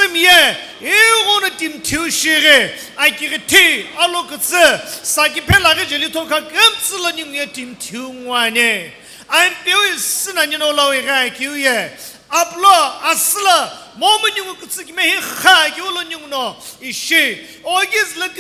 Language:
Sumi Naga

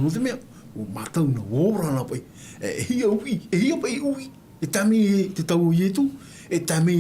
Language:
Tahitian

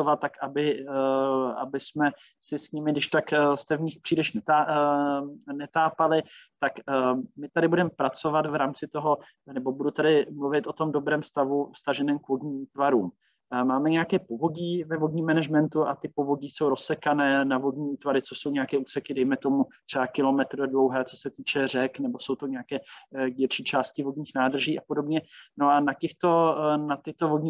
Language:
Czech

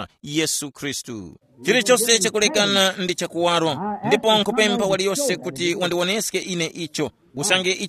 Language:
Tumbuka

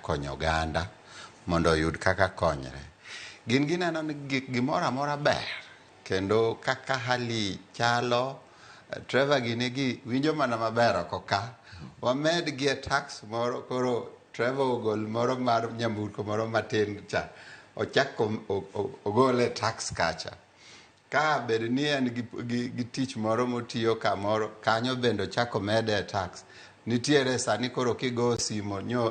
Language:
Luo (Kenya and Tanzania)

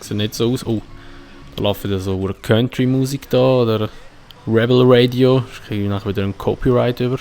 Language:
Swiss German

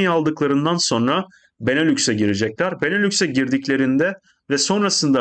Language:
Turkish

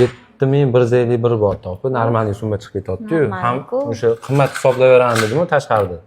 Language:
Uzbek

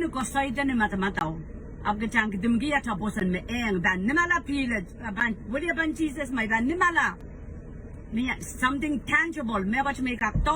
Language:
Pohnpeian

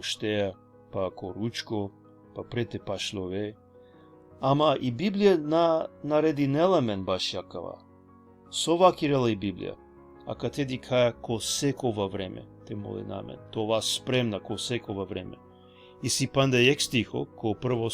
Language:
Balkan Romani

